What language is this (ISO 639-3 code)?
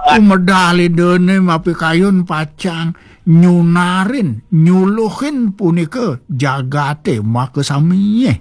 ban